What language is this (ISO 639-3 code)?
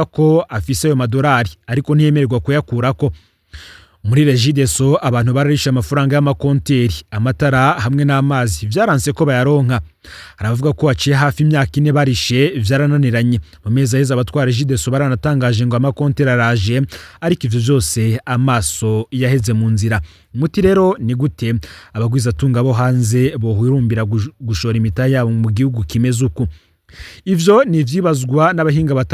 run